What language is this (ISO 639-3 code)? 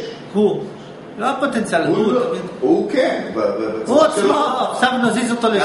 heb